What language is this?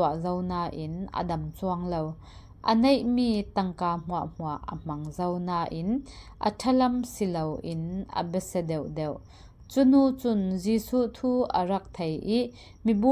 Falam Chin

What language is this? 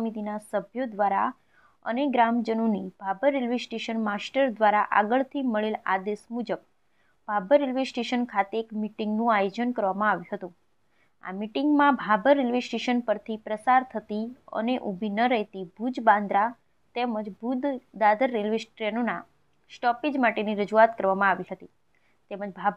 Gujarati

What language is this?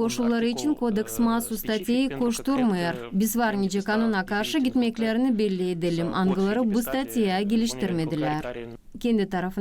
Gagauz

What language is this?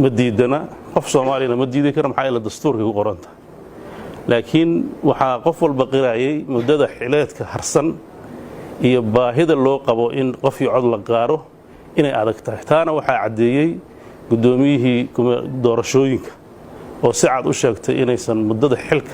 Somali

